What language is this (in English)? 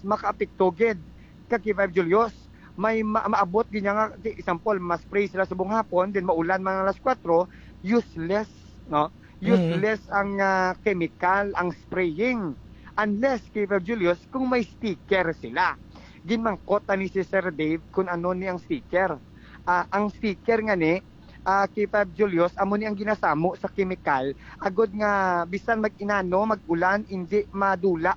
Hiligaynon